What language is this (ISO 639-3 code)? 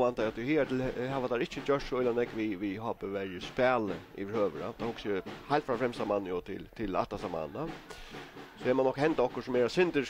fao